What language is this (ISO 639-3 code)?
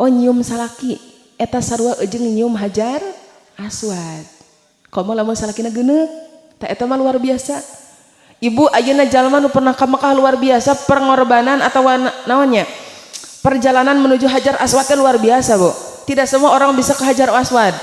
sun